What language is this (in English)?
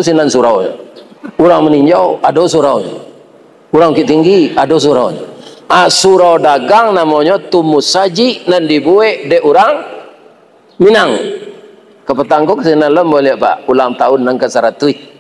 Minangkabau